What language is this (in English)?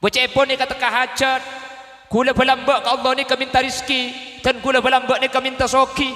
Madurese